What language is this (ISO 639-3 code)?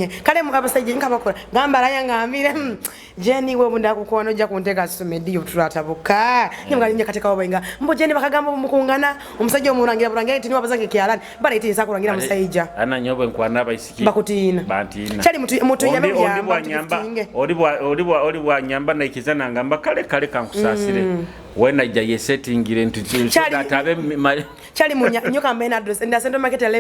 nyo